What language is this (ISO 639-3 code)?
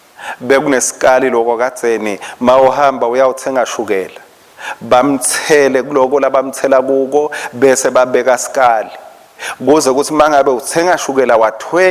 ssw